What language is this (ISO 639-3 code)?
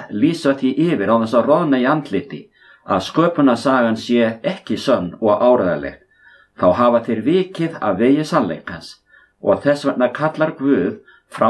isl